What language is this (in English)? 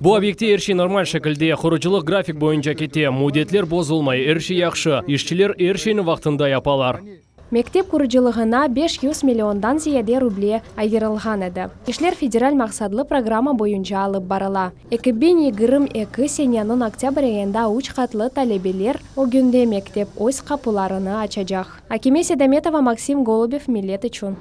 Crimean Tatar